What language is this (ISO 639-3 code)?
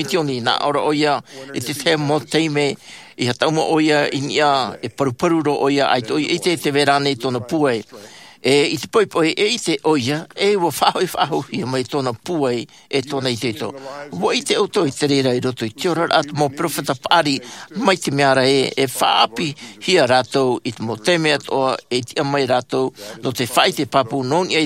tah